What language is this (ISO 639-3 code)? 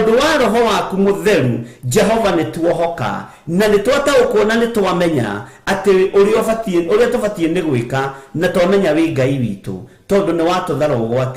kik